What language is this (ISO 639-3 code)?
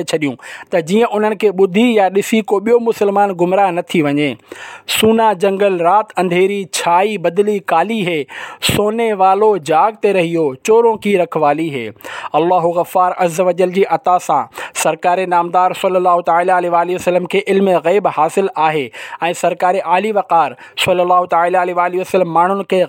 snd